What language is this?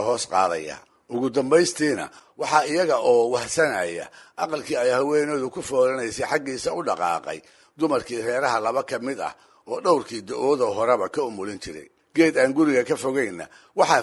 Somali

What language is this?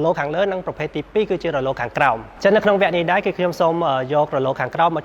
Khmer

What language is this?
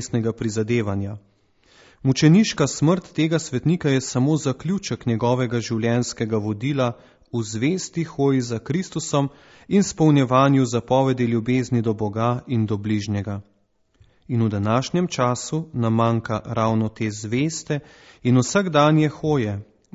Slovenian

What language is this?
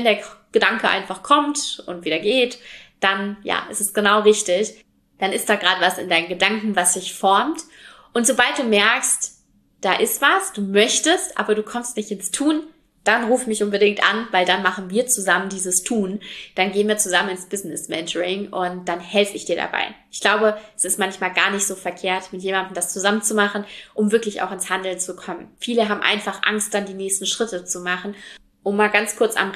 German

